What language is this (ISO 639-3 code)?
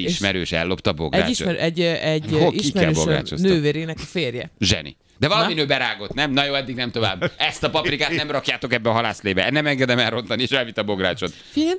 hun